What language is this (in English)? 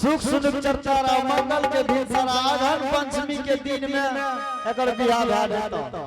Angika